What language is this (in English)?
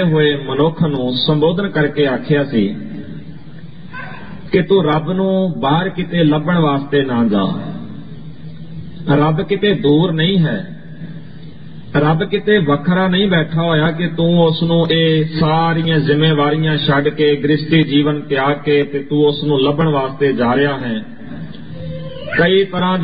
Punjabi